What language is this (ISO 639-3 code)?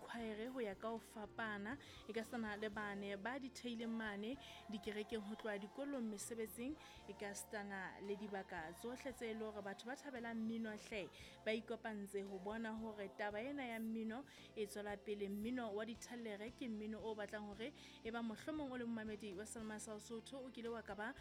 sot